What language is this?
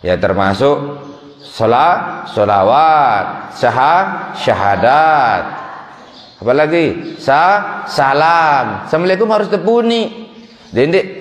Sasak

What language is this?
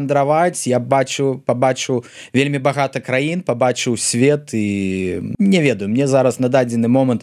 Belarusian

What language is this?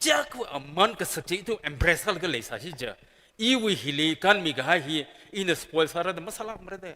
Tangkhul Naga (India)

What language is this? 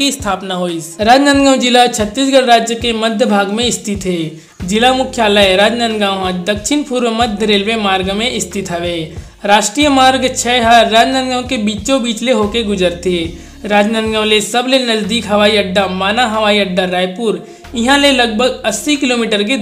Chhattisgarhi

